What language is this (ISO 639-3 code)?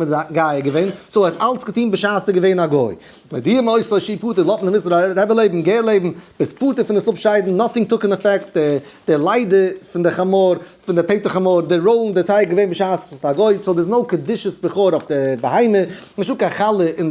yid